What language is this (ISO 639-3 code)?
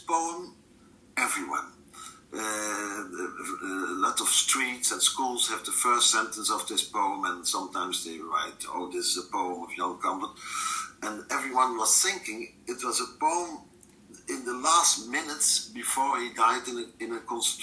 eng